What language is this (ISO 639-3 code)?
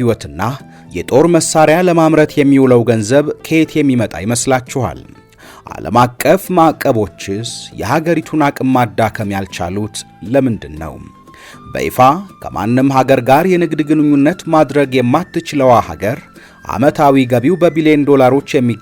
amh